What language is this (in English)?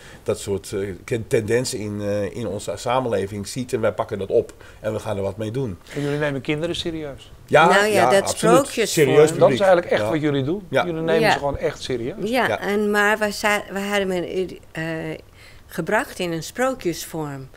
Dutch